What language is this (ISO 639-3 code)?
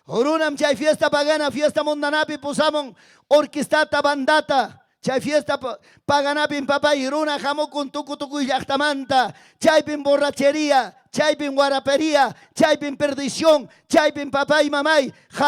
quy